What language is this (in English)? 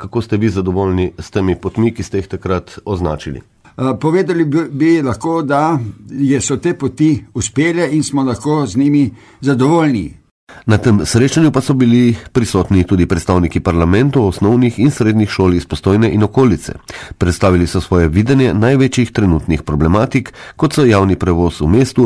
Slovenian